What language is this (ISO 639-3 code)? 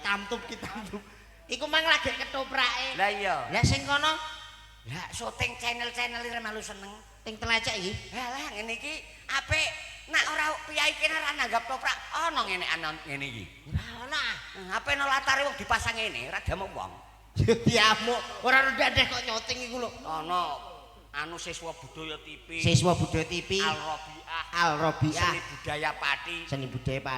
jav